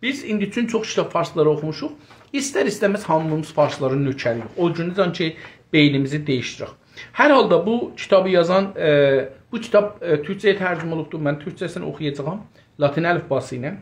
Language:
South Azerbaijani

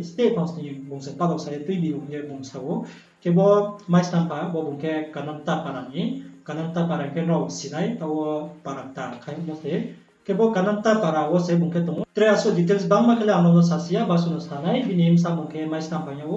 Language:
Riang (India)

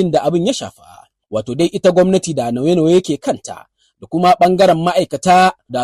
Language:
Hausa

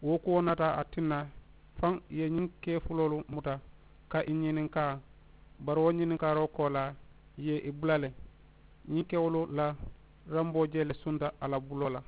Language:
Mandingo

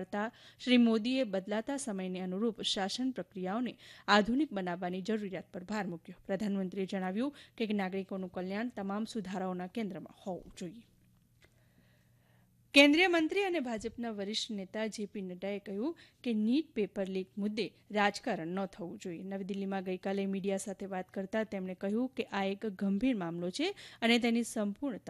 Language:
Gujarati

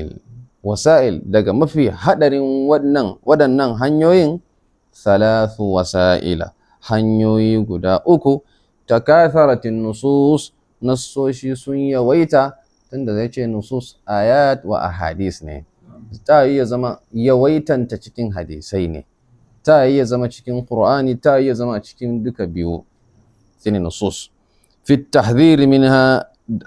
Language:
Hausa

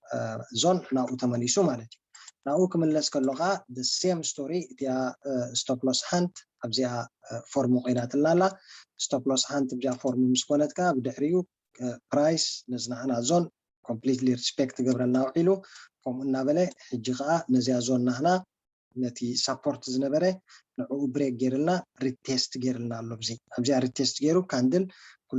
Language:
Tigrinya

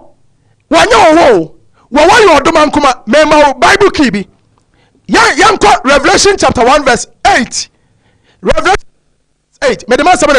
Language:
Akan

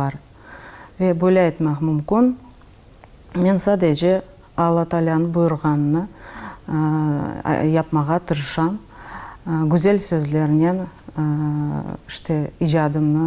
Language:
Crimean Tatar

